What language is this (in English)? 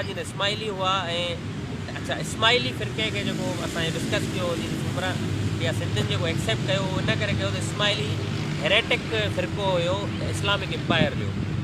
Sindhi